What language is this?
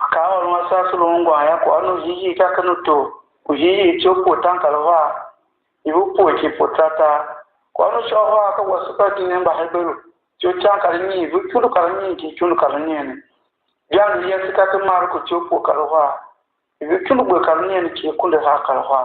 Tiv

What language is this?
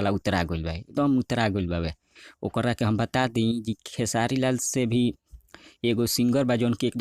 Bhojpuri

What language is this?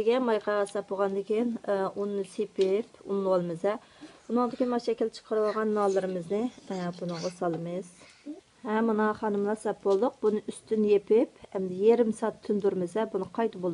Uyghur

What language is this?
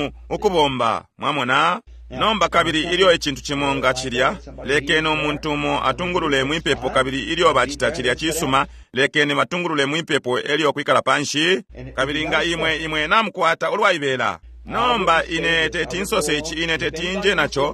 Bemba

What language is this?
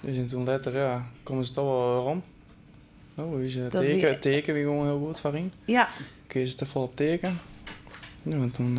Western Frisian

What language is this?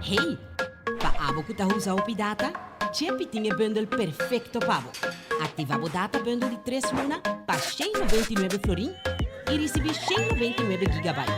Papiamento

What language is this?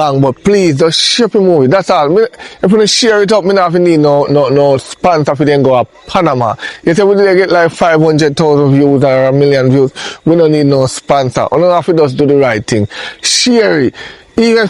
Jamaican Creole English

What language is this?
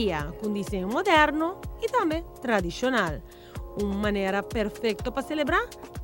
Papiamento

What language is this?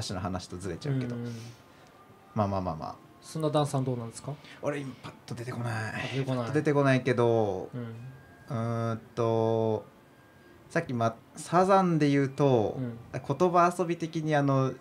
Japanese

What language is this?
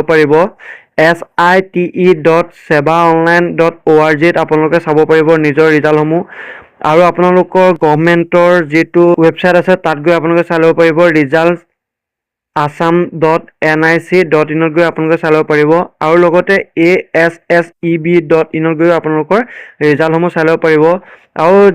Assamese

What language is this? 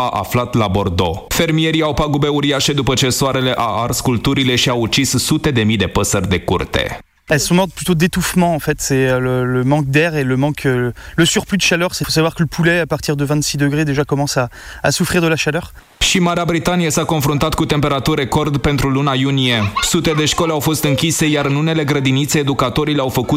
Romanian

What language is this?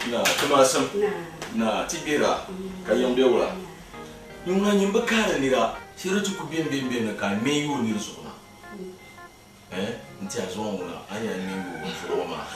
Dagbani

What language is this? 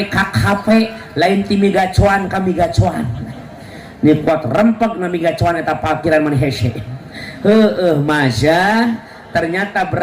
Sundanese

